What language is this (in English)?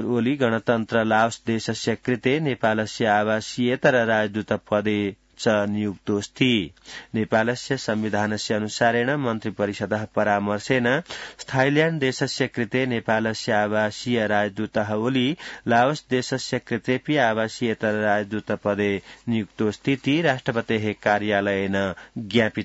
Sanskrit